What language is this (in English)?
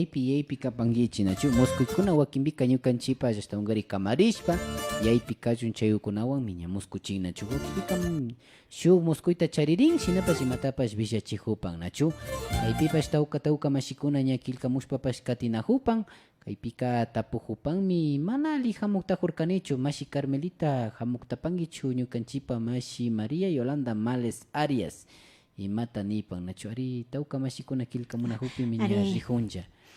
Imbabura Highland Quichua